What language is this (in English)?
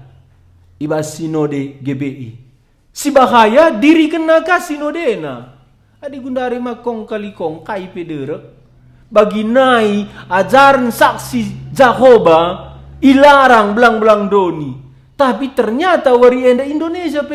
Batak Karo